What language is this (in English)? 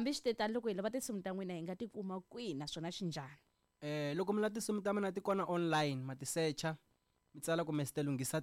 Tsonga